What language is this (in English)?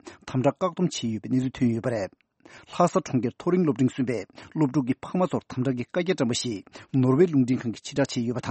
Tibetan